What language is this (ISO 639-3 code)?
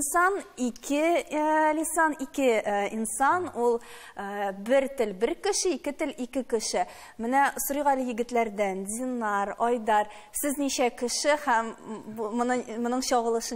tat